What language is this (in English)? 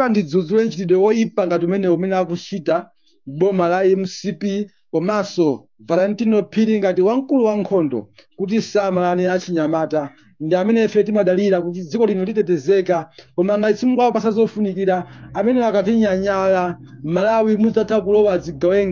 Nyanja